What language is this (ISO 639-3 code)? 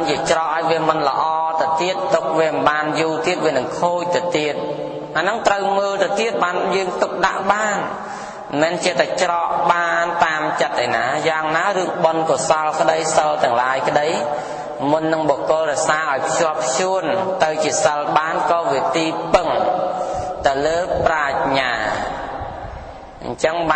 khm